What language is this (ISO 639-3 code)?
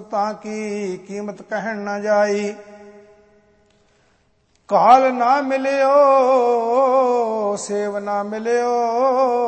pan